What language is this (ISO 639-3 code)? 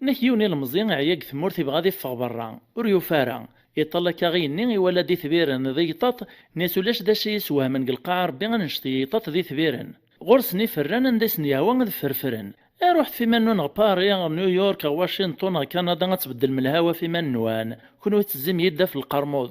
kab